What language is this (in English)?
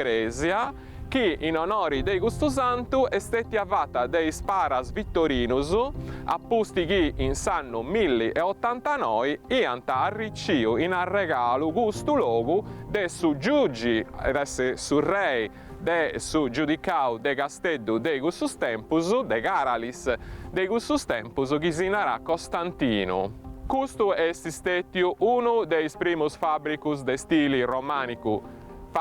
Sardinian